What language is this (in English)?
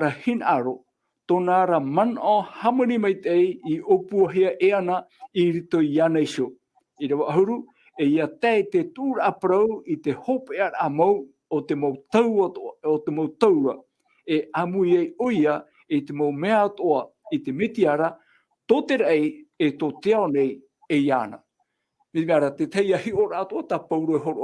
Tahitian